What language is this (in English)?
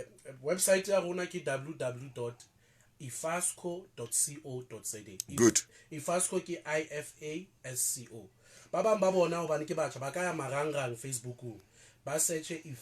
Southern Sotho